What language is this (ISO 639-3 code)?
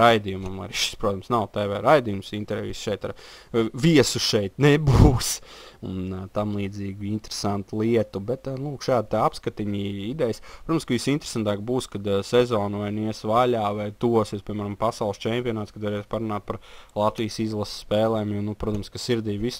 lav